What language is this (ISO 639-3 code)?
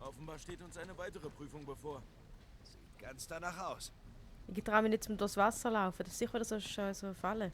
gsw